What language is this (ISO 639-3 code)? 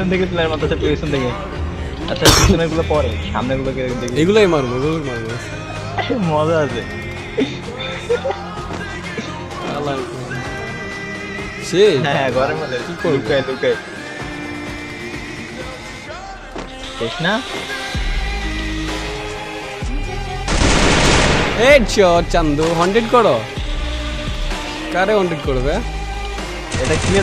ben